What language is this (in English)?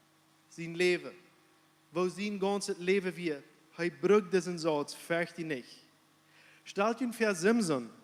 Plautdietsch